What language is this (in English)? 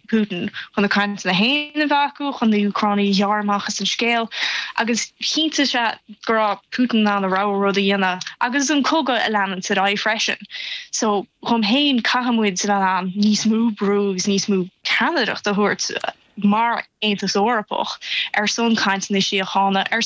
Irish